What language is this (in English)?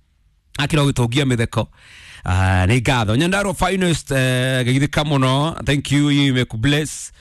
Kikuyu